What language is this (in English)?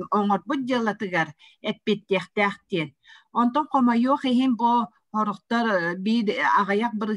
Yakut